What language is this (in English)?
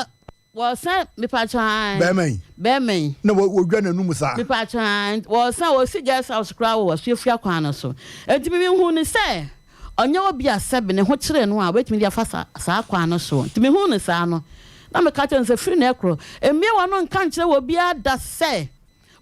Akan